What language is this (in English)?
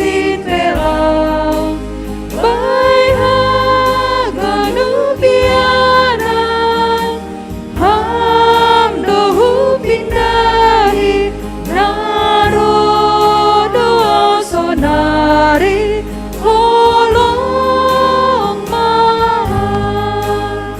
Batak Simalungun